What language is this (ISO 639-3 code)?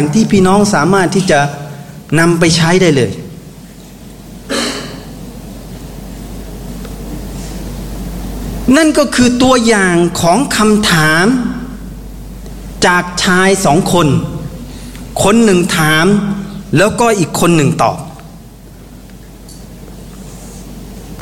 tha